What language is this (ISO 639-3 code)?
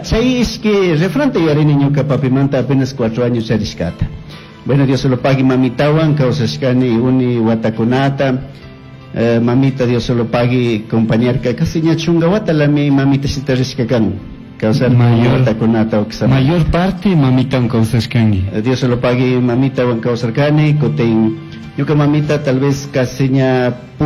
qug